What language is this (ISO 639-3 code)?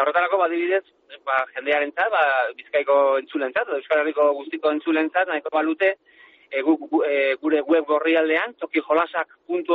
eus